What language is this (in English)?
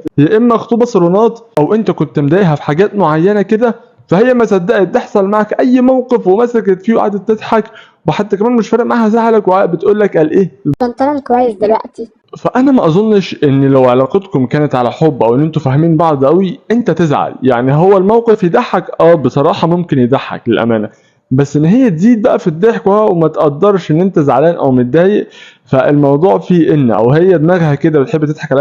Egyptian Arabic